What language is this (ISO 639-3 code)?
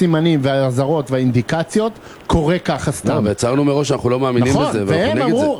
heb